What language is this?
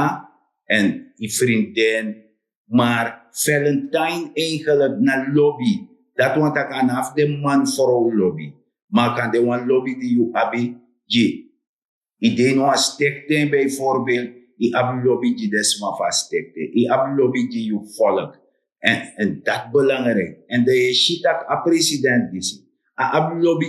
Sranan Tongo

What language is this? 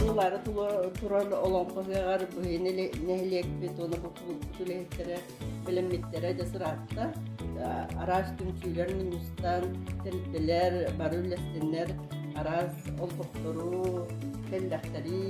Yakut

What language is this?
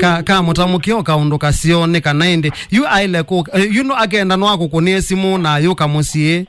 Kamba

